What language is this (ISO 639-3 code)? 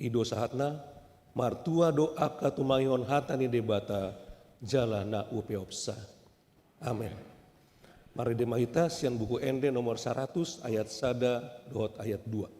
bbc